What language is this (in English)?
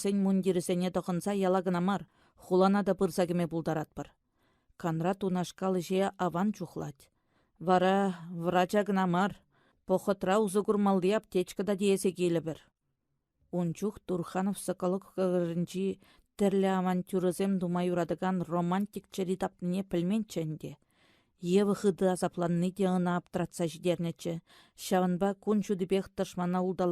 Chuvash